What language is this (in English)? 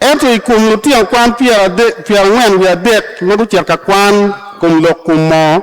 Acoli